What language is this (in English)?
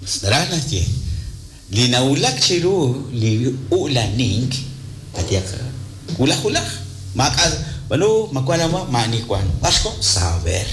Kekchí